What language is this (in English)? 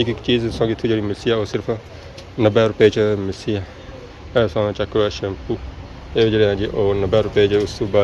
Pahari-Potwari